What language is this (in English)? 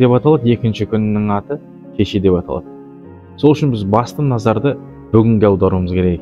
Kazakh